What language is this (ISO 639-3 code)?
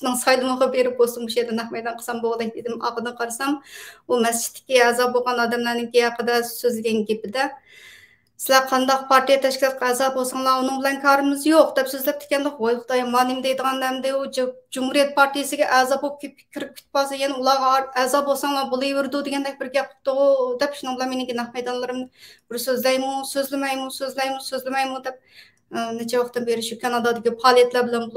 uig